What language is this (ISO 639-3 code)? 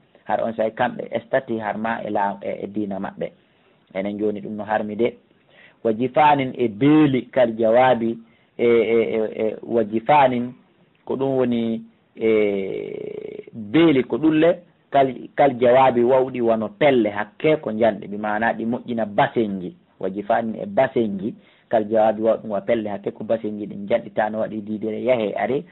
ful